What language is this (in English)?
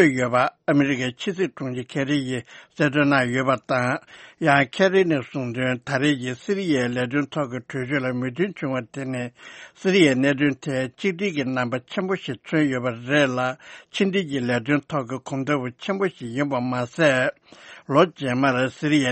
Tibetan